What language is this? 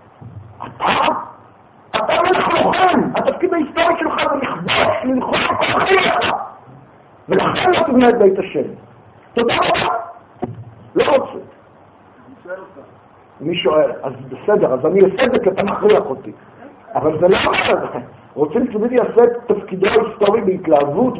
Hebrew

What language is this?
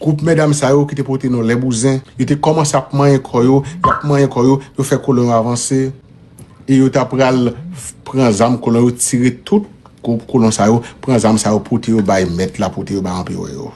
Haitian Creole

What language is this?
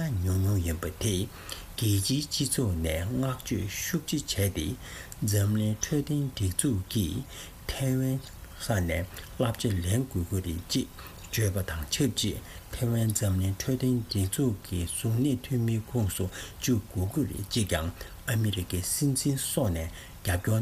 Tibetan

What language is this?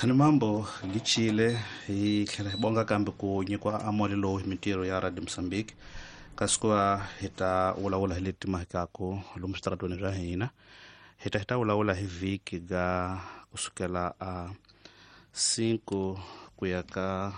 Tsonga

